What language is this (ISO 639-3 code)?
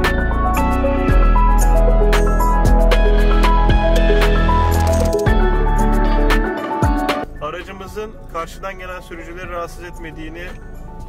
tur